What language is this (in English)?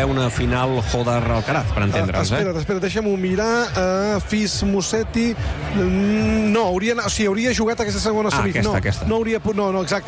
Catalan